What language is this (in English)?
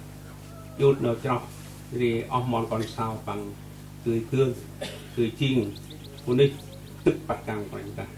Central Mnong